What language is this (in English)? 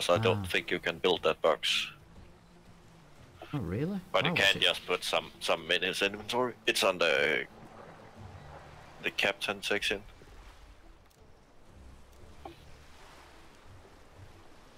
English